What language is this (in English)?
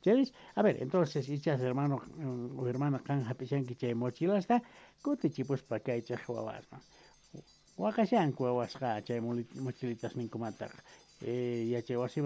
South Bolivian Quechua